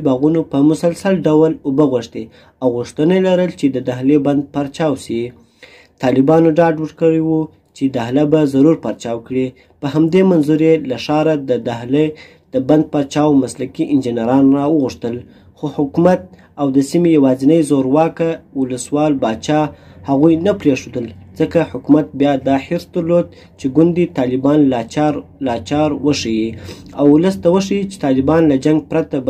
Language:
Pashto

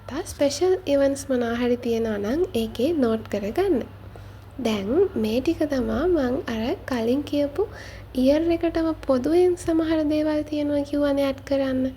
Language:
Sinhala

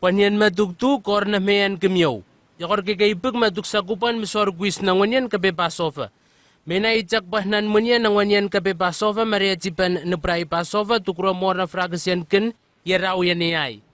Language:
Southwest Tanna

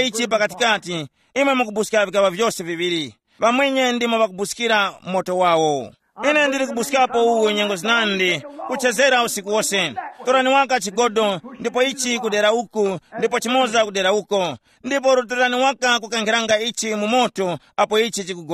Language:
Tumbuka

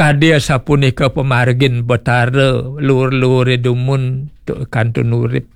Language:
Balinese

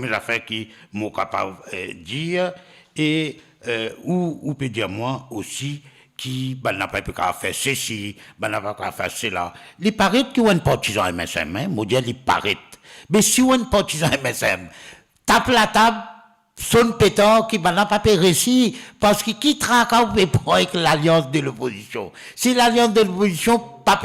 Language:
Morisyen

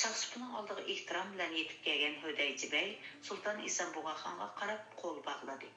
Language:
Uyghur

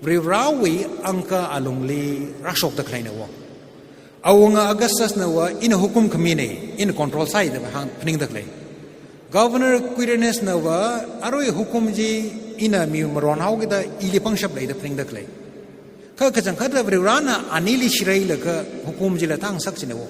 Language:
Tangkhul Naga (India)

